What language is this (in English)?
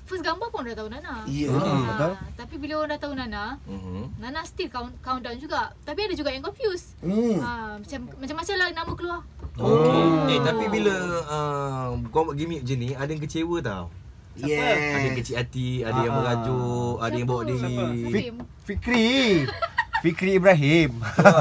Malay